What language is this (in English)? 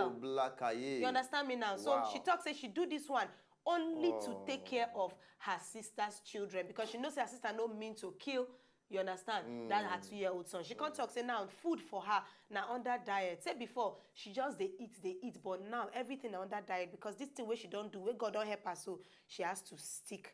Nigerian Pidgin